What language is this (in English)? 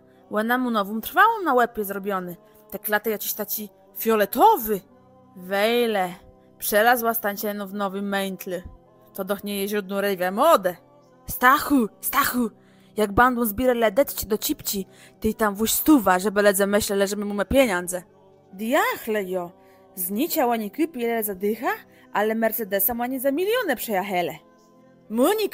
Kashubian